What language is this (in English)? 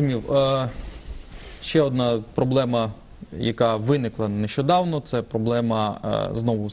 Ukrainian